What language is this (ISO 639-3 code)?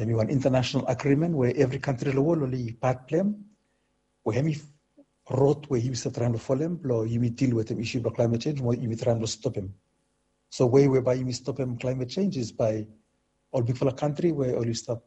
bis